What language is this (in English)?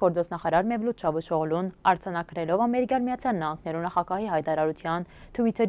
Western Armenian